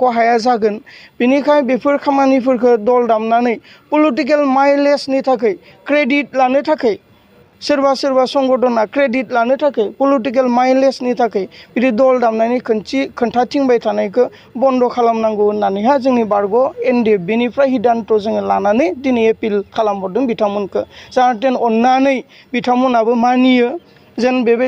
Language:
Bodo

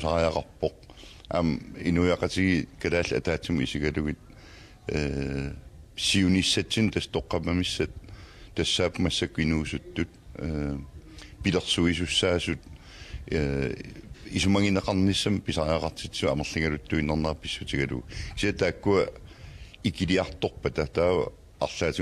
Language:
Kalaallisut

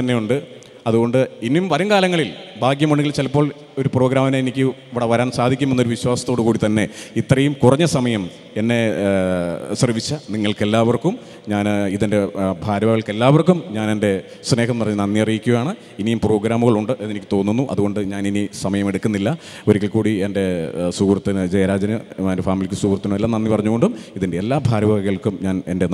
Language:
Malayalam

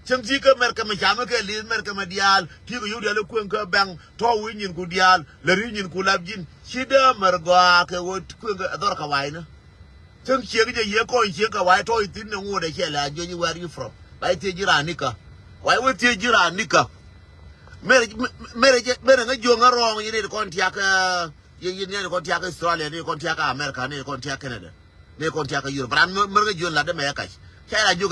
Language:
Nuer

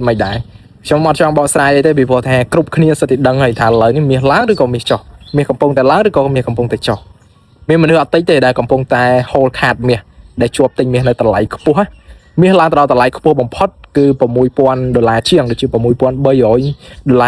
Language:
Khmer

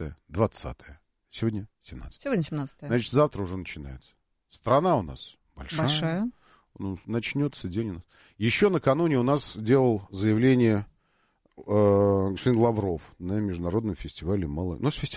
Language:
Russian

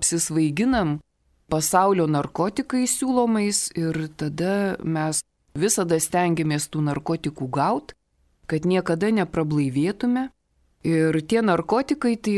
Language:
Lithuanian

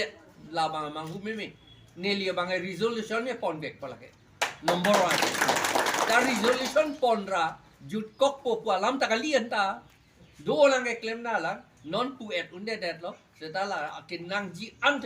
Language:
Karbi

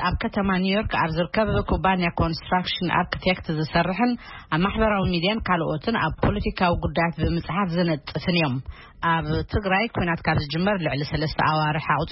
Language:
Tigrinya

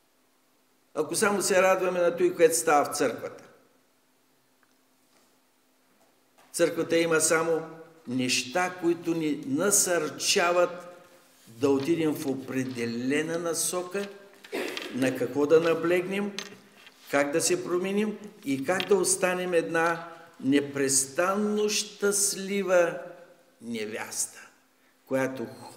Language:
Bulgarian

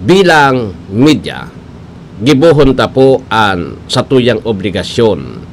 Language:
Bikol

